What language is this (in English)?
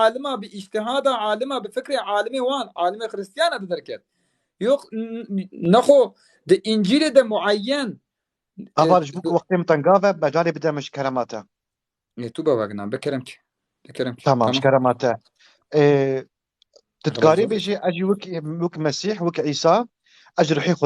Kurdish